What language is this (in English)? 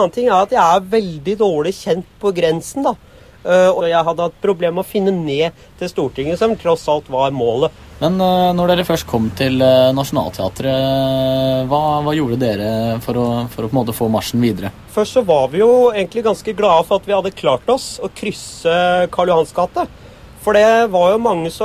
Norwegian